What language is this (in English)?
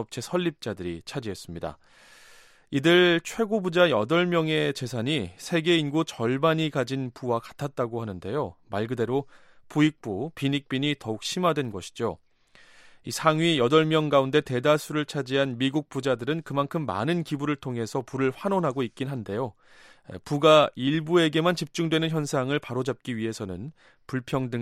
Korean